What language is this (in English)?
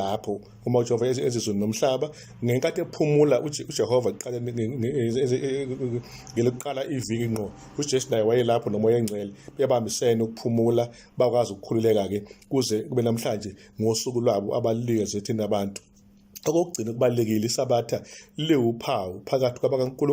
Zulu